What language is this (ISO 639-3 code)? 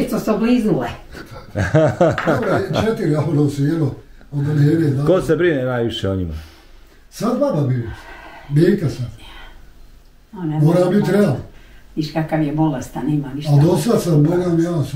bos